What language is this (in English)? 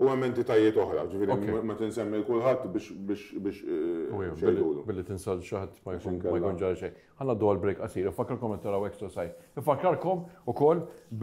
Maltese